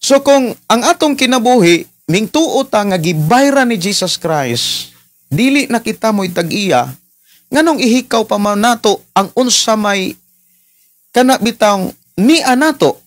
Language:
Cebuano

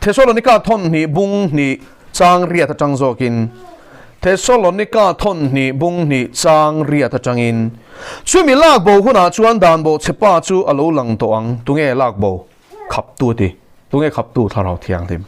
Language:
Mizo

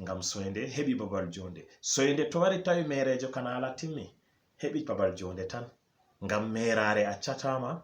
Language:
Fula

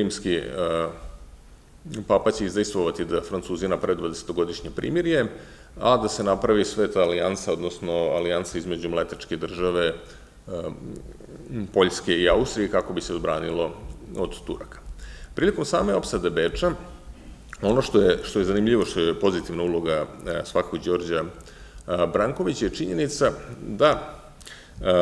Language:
Serbian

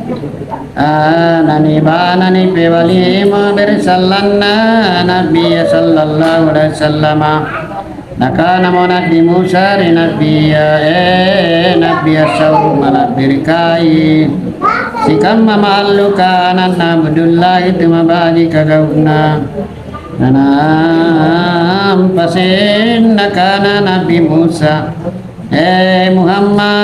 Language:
Makasar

